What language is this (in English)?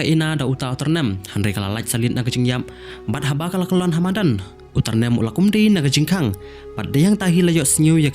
Khasi